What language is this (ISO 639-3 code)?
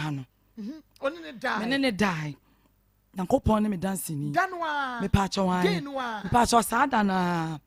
aka